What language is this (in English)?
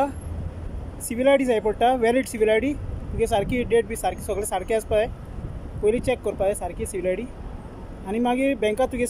Konkani